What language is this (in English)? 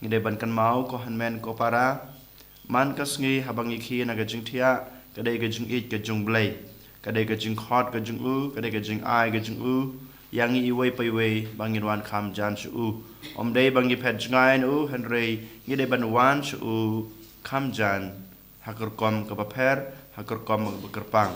Khasi